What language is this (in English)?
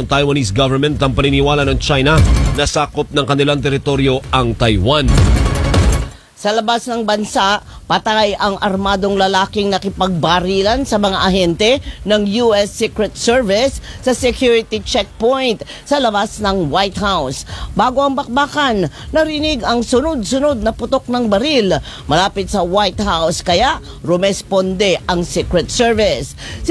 Filipino